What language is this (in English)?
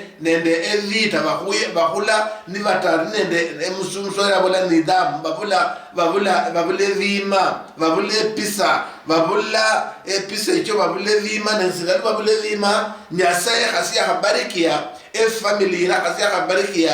Luyia